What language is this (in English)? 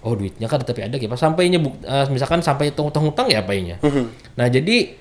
Banjar